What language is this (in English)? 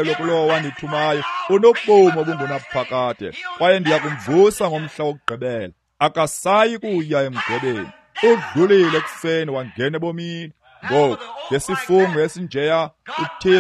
Xhosa